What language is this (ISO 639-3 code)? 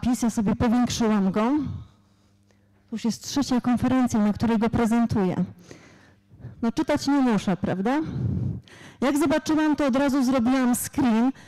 pol